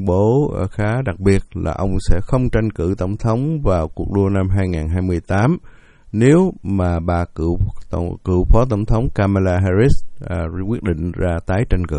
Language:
Vietnamese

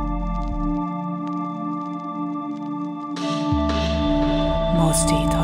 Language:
Hungarian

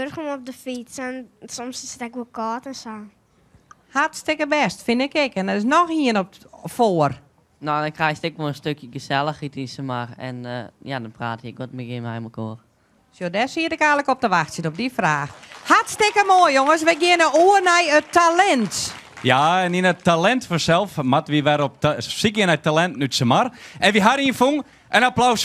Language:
Western Frisian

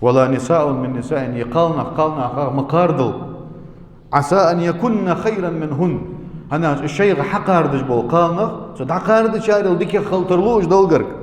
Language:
Ingush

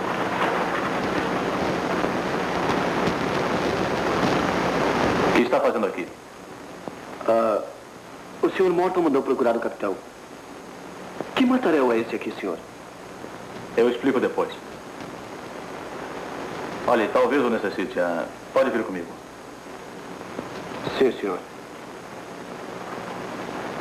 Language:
Portuguese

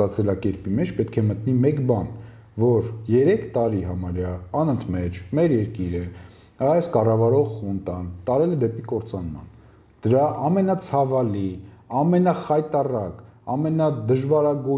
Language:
Armenian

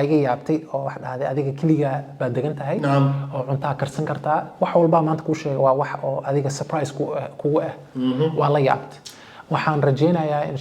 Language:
Somali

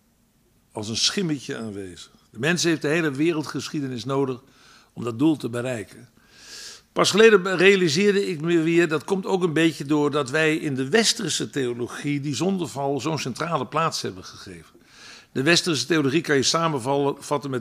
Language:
Dutch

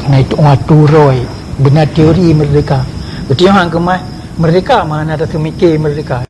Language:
Achinese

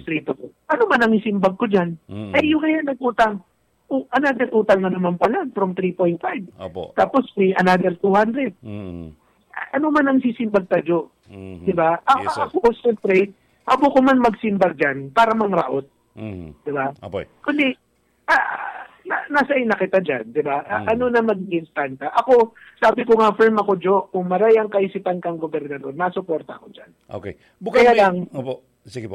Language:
Bikol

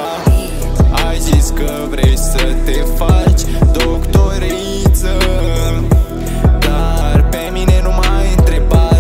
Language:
Romanian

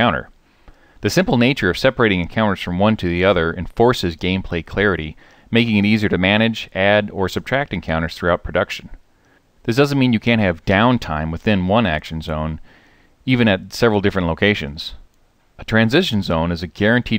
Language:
English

